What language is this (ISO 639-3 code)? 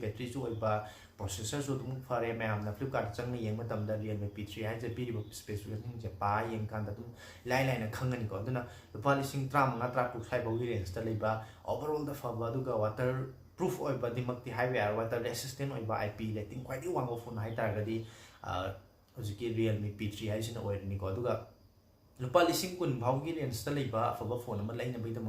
mni